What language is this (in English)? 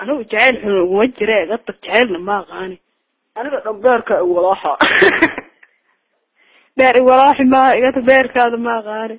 Somali